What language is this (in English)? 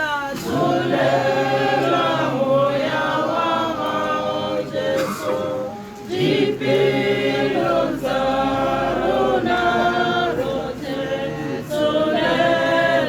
Tswana